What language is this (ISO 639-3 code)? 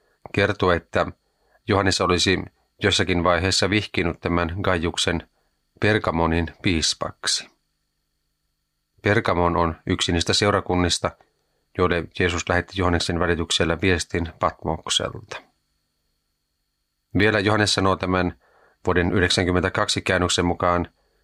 fin